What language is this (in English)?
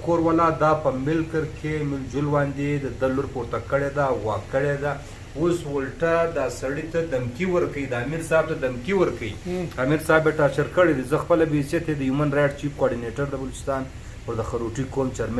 Pashto